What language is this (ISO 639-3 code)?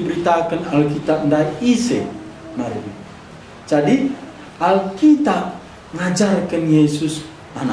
btx